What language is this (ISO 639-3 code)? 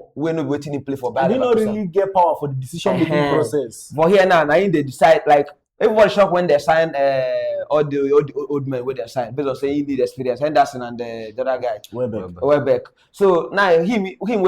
pcm